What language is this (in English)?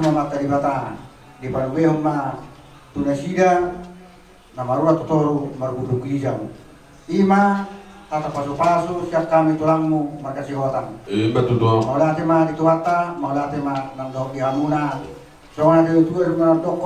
Batak Toba